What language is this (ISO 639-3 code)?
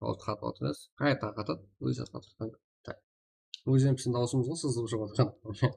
kaa